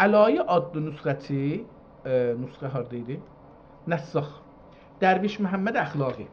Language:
South Azerbaijani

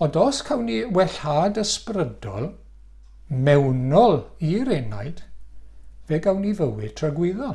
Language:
Welsh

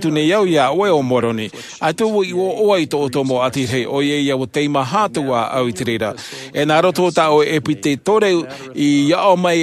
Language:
Tahitian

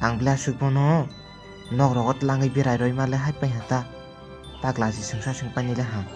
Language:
Kok Borok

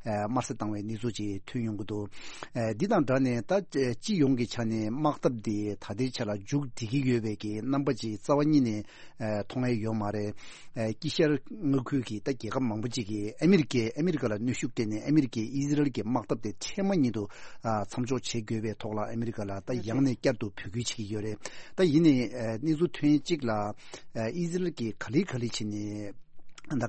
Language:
Tibetan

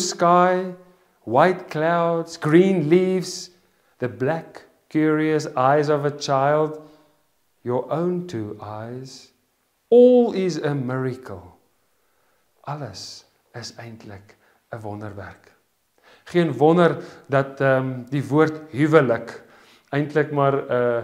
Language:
Afrikaans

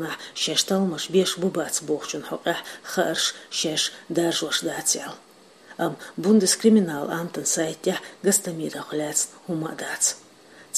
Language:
Chechen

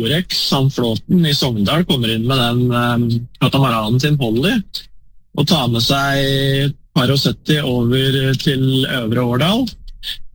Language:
Norwegian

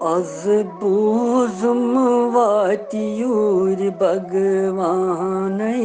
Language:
Kashmiri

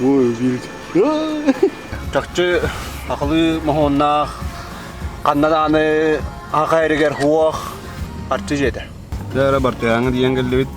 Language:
Yakut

